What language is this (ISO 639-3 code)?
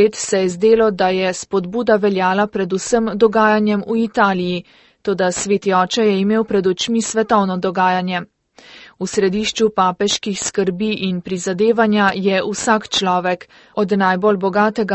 slv